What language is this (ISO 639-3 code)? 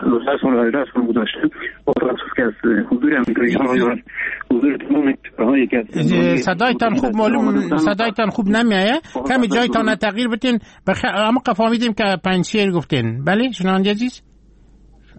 fas